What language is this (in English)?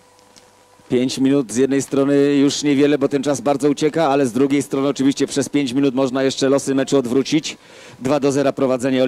Polish